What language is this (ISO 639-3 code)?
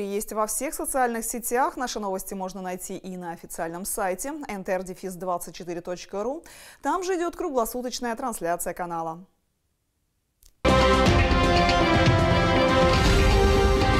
rus